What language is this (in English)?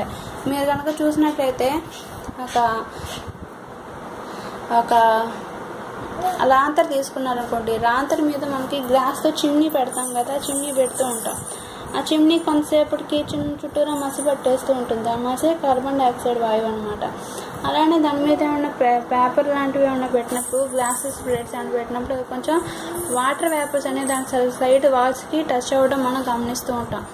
Telugu